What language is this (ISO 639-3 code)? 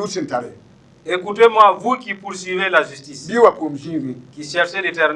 mos